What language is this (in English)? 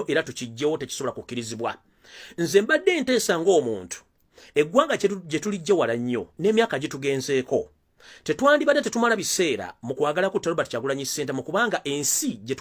Ganda